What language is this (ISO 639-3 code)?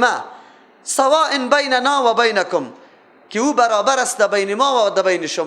fas